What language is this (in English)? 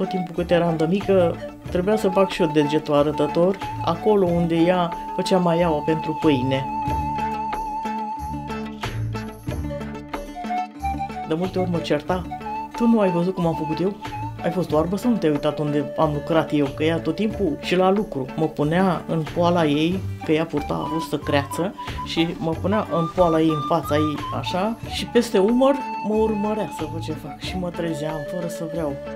Romanian